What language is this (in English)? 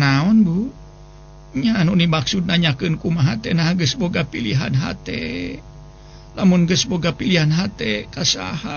Sundanese